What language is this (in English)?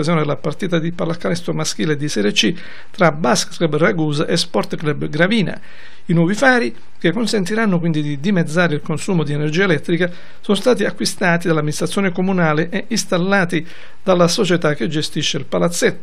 Italian